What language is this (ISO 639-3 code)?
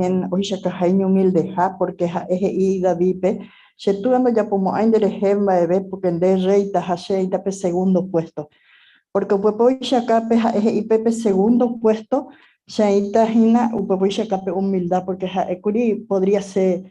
grn